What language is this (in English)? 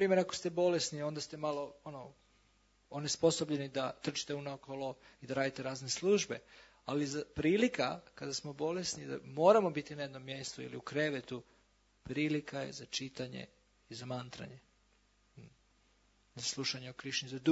Croatian